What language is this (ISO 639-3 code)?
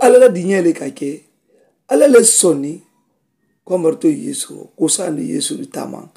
man